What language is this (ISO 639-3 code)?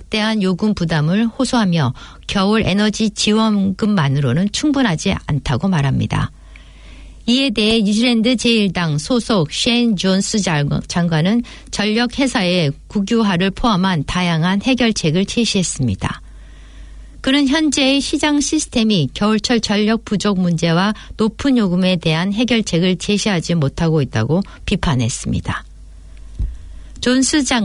kor